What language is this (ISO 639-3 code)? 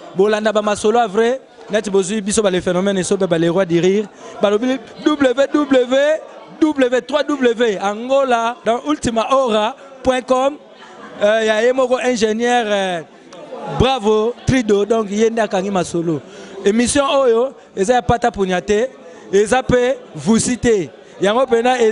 lin